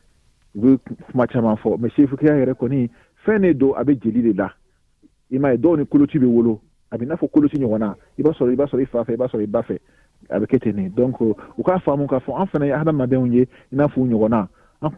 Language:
Bambara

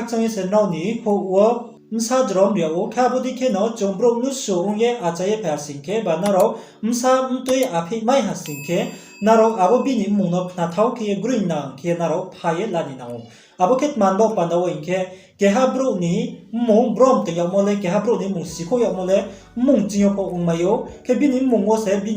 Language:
Riang (India)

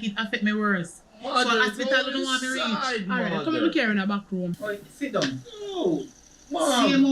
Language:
Jamaican Creole English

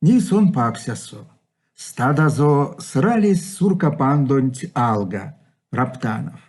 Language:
Erzya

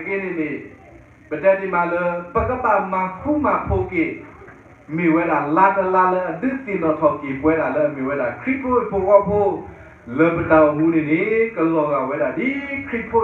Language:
S'gaw Karen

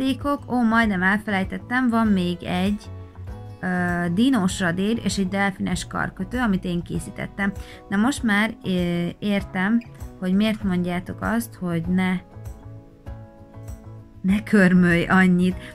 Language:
Hungarian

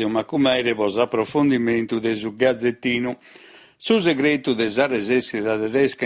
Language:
Sardinian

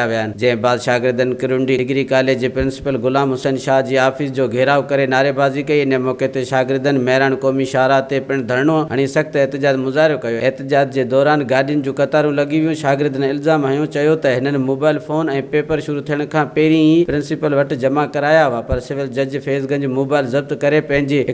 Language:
Sindhi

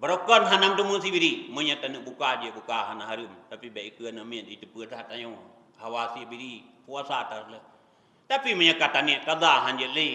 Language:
Achinese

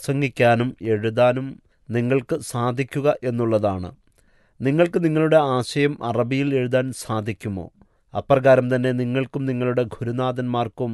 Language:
Malayalam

